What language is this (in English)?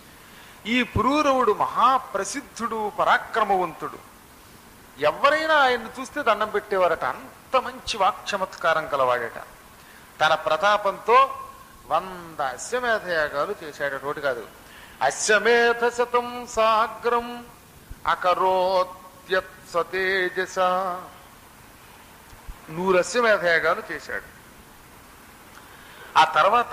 Telugu